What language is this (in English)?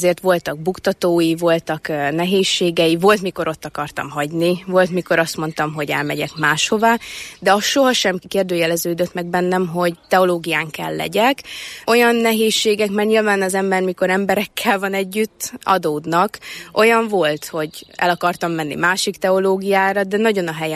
Hungarian